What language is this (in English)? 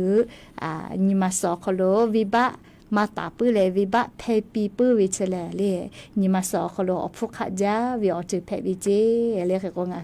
Lahu